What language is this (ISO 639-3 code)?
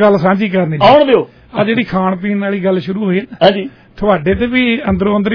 pan